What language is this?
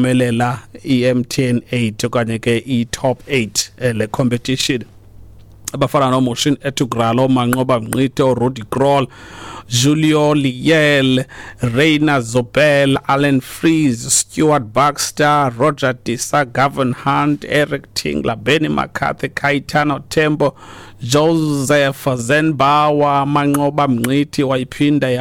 Xhosa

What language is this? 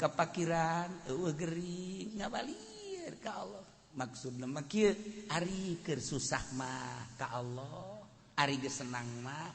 Sundanese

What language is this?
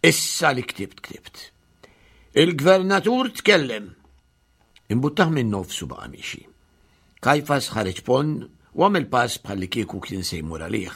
Maltese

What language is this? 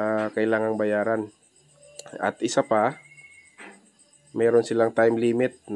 Filipino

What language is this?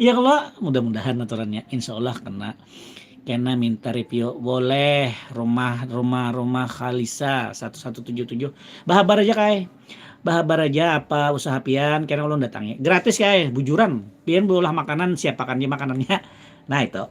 Banjar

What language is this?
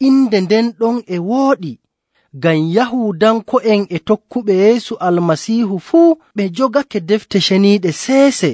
Nigerian Fulfulde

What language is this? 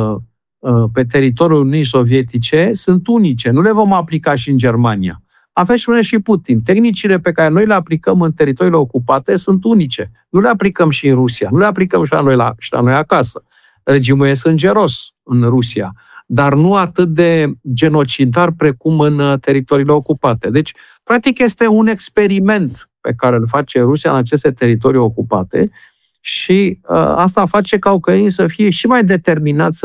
Romanian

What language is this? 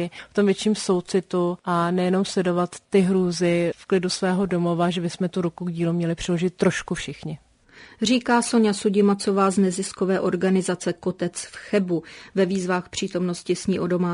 Czech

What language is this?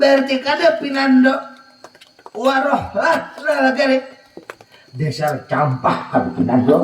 Banjar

